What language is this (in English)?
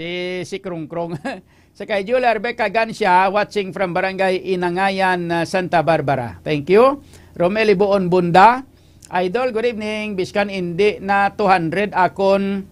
Hiligaynon